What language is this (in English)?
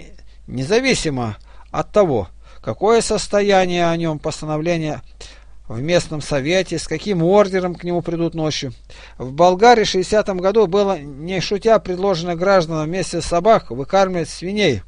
Russian